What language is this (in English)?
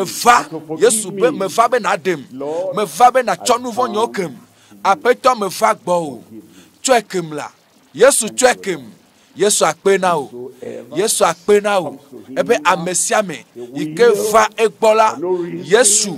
Ewe